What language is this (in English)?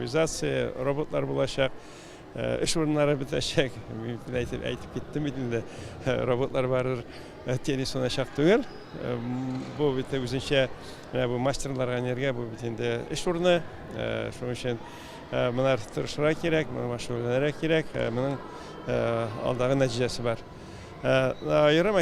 Tatar